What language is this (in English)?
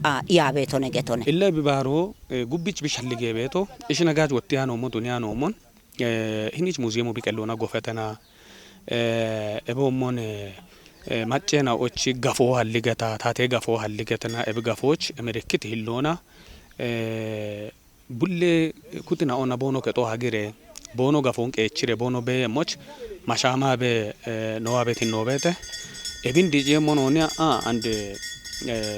Kafa